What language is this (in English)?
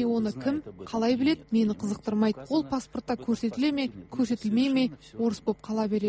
Kazakh